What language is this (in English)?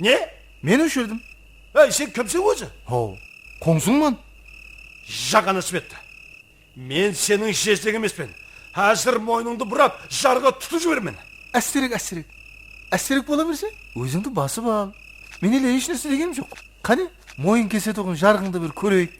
Kara-Kalpak